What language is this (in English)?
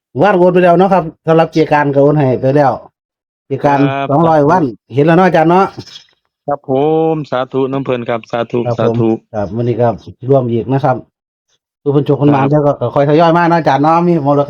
Northeastern Thai